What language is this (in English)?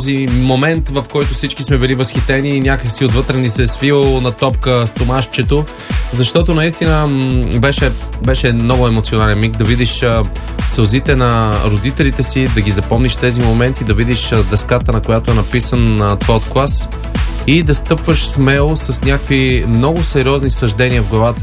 Bulgarian